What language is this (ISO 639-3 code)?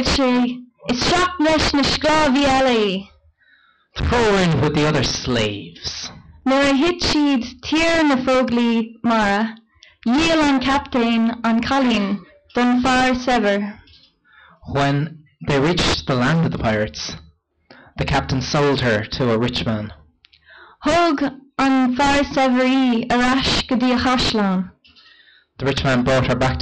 gle